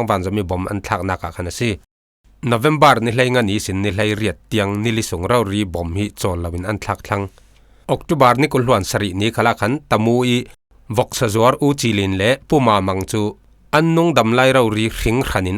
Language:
Falam Chin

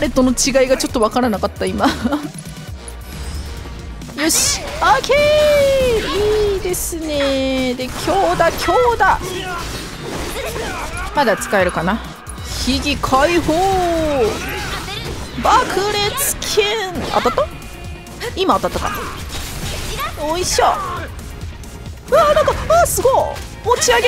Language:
Japanese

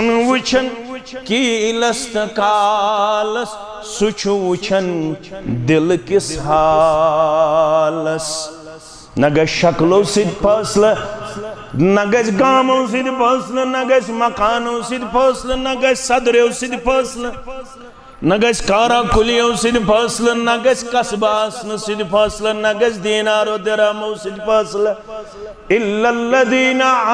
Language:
Kashmiri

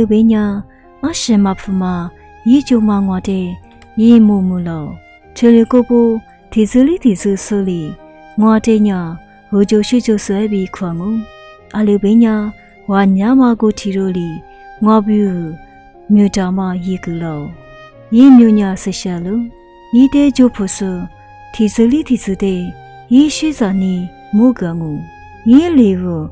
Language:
Lisu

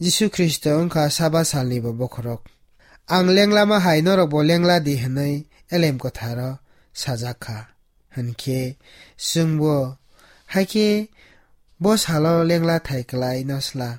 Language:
Kok Borok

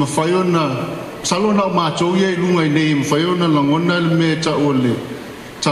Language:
Samoan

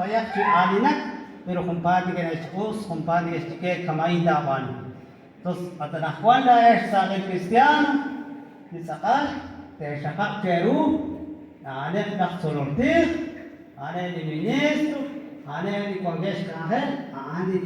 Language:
Kekchí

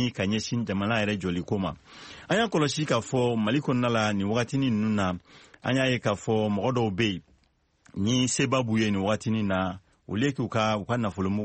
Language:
Bambara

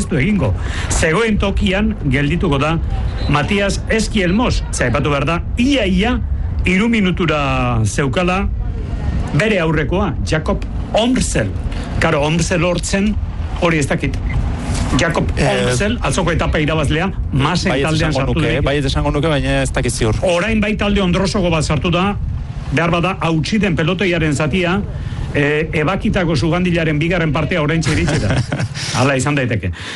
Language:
Basque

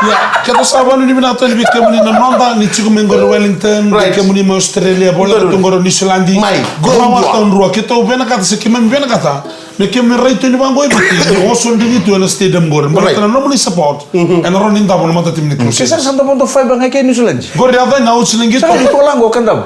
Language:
Fijian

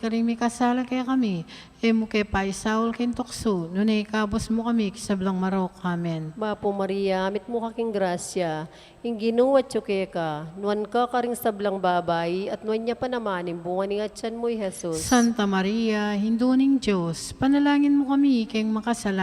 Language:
Pampanga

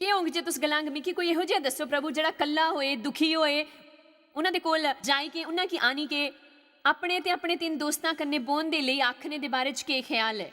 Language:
Dogri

